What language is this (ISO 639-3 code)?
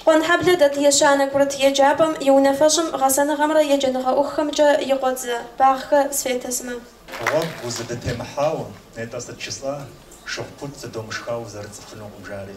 kbd